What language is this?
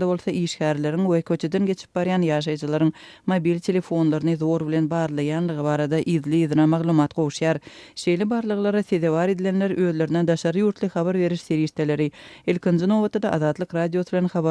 Turkmen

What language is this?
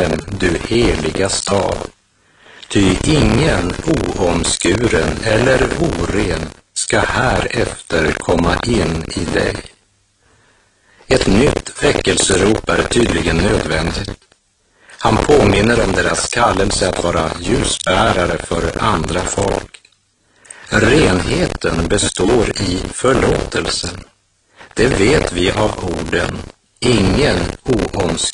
Swedish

